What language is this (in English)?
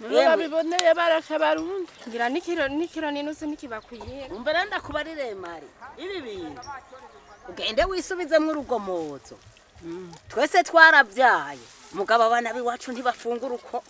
Rundi